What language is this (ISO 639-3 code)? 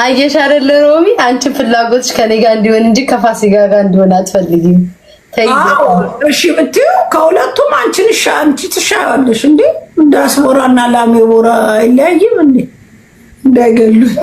amh